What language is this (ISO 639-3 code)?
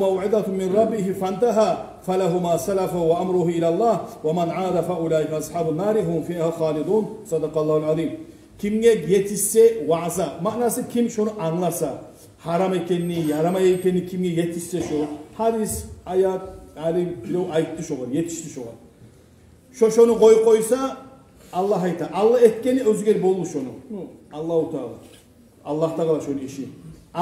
kum